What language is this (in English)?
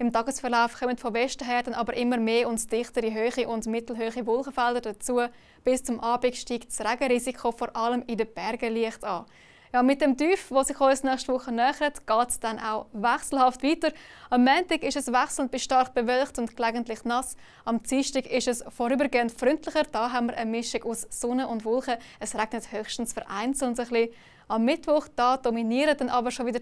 Swiss German